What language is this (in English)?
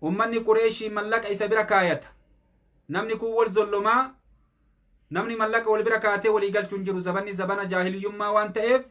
Oromo